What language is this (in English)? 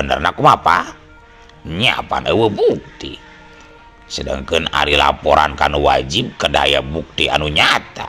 Sundanese